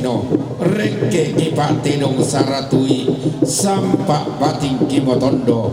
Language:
Toraja-Sa'dan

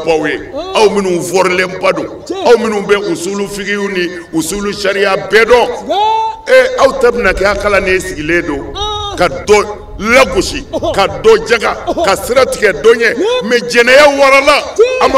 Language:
Bambara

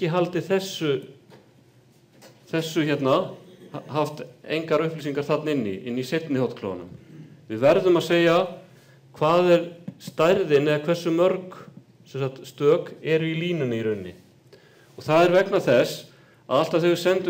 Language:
Icelandic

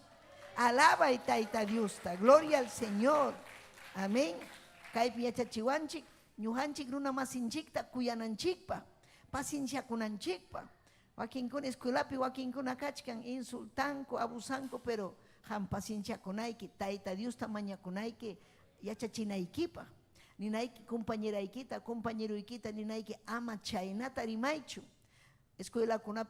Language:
Ayacucho Quechua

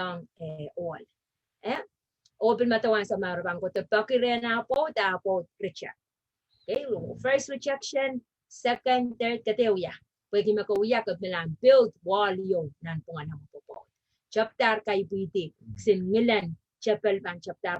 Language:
Pohnpeian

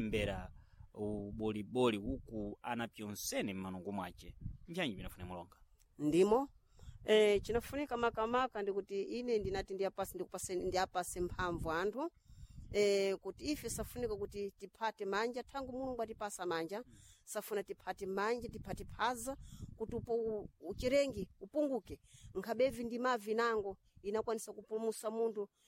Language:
Sena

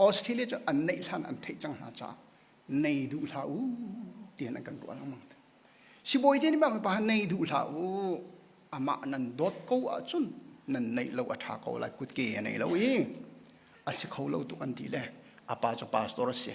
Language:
Hakha Chin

